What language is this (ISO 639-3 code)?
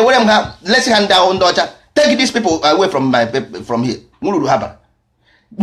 ibo